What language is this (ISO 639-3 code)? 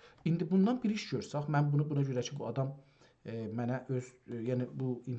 azb